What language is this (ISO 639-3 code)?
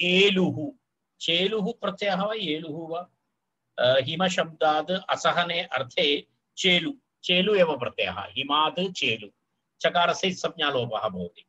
san